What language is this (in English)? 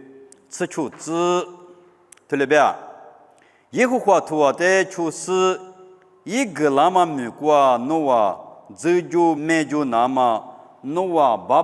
Lisu